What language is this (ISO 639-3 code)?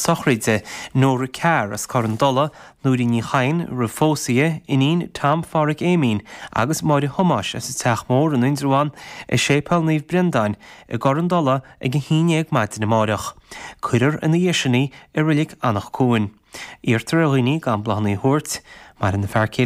gle